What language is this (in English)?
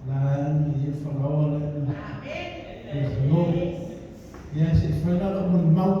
Samoan